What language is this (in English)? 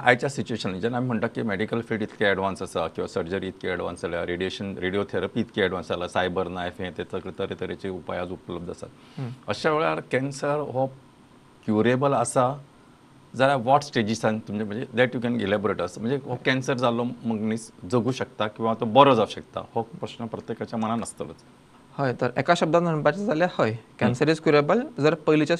Konkani